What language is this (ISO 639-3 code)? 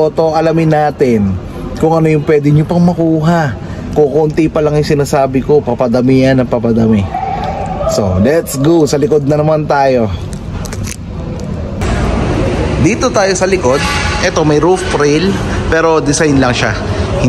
fil